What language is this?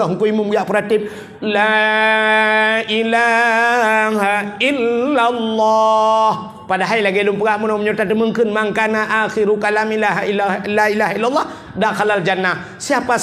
Achinese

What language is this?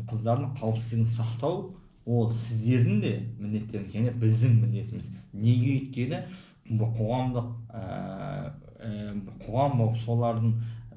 Kazakh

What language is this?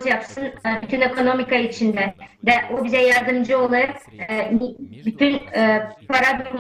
Gagauz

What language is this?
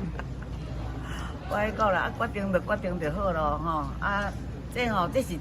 Min Nan Chinese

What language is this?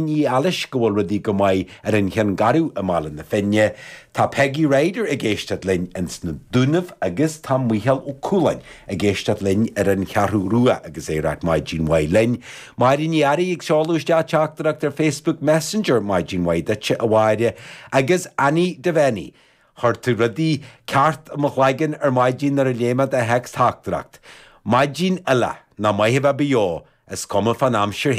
Irish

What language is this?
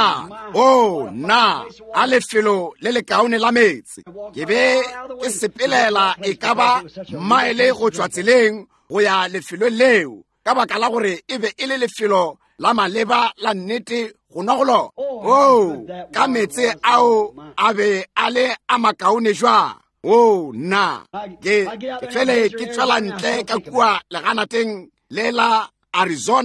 Northern Sotho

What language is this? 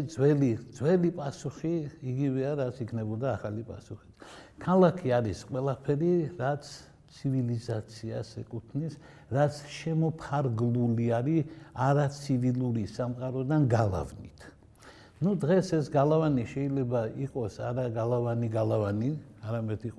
Georgian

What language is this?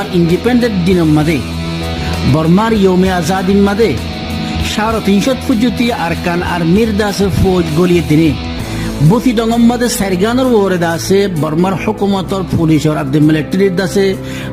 Rohingya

